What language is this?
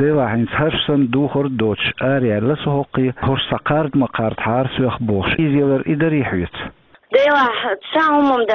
Chechen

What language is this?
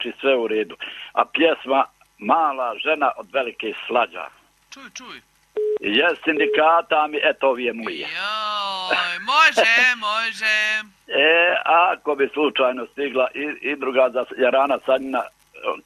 Croatian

